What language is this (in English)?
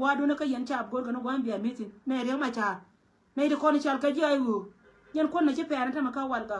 Nuer